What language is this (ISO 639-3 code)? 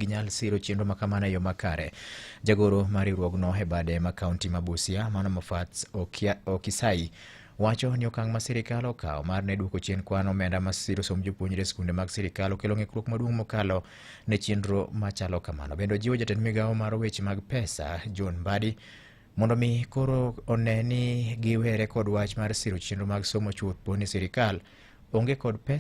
luo